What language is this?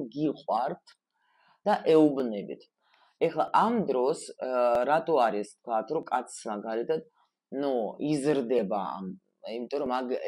Georgian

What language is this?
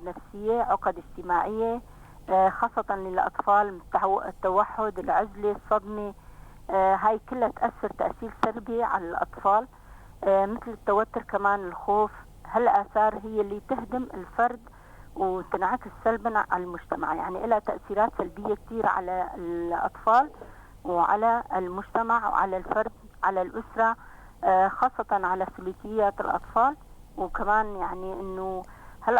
North Levantine Arabic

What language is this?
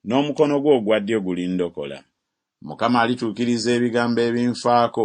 Ganda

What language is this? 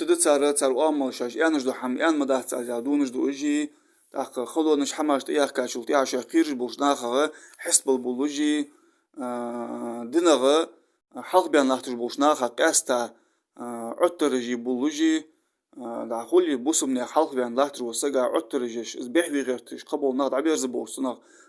Ingush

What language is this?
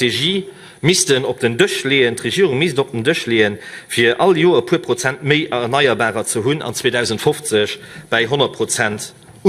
Luxembourgish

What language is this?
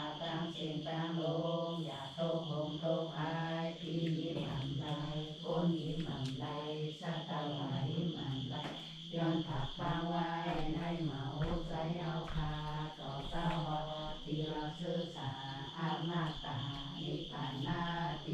Shan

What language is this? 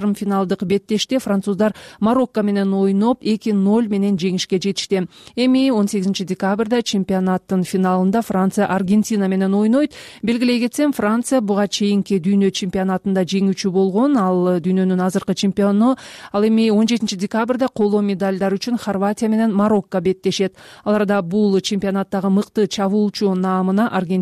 Kyrgyz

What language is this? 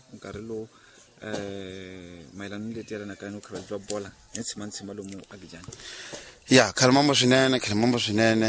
Tsonga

